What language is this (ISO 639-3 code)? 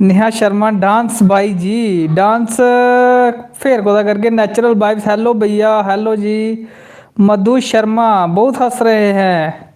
doi